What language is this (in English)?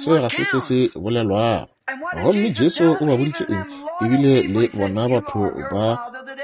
Northern Sotho